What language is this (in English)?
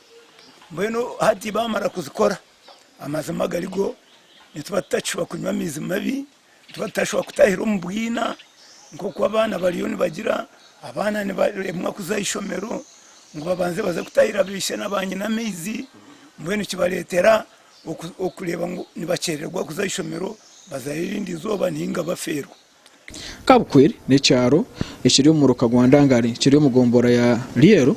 Nyankole